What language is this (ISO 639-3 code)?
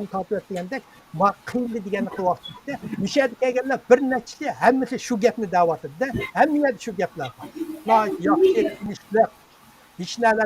uig